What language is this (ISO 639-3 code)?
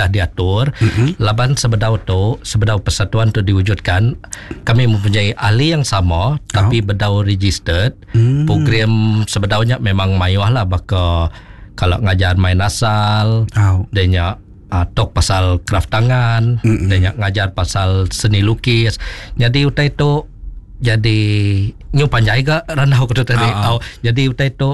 iba